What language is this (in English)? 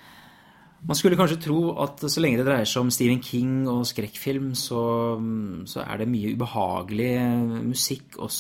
Norwegian